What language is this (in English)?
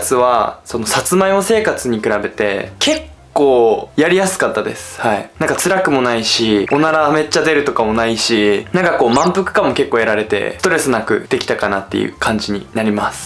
Japanese